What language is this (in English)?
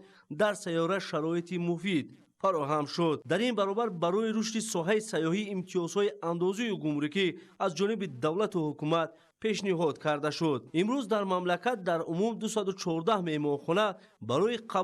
Tajik